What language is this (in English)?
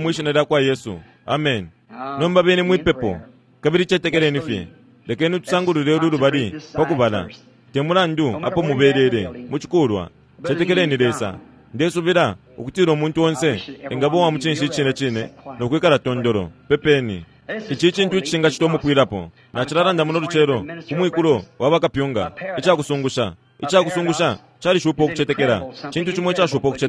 Bemba